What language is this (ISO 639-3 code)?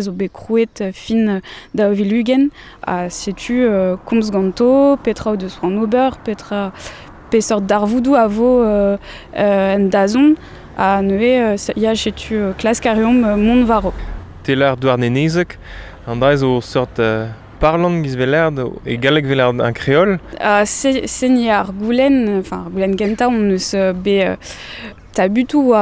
bre